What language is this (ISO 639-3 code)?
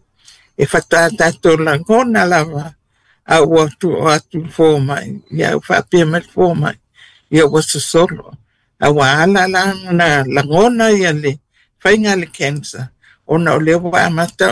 smo